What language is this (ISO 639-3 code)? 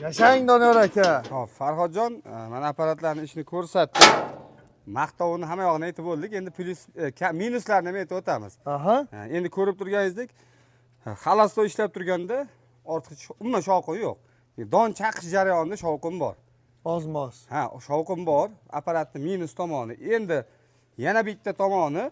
uzb